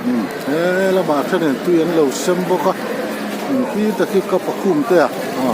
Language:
Hmar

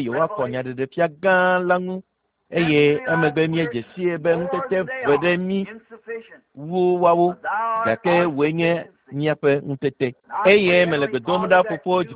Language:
Ewe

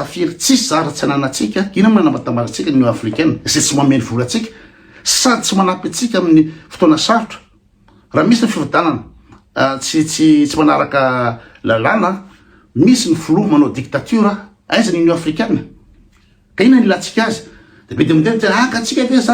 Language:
Malagasy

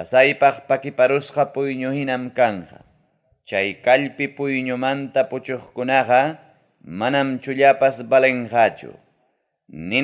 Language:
Ayacucho Quechua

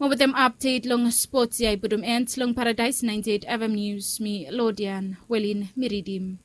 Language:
Bislama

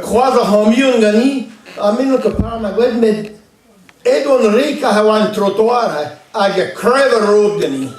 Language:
Breton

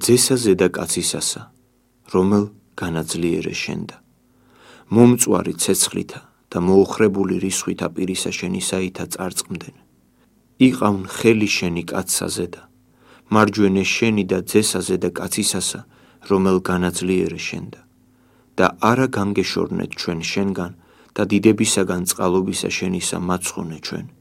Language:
Georgian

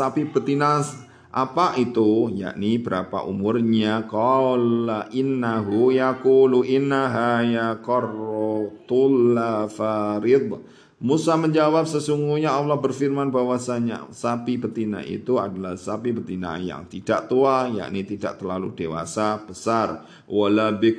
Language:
Indonesian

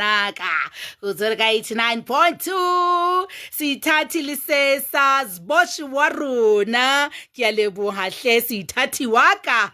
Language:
Southern Sotho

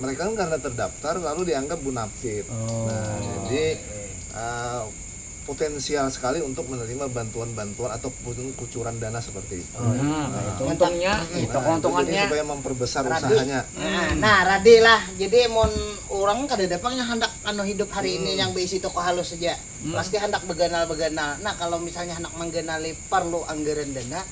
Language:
Banjar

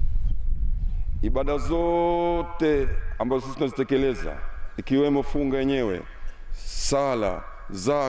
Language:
Swahili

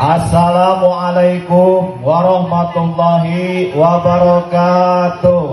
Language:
Sundanese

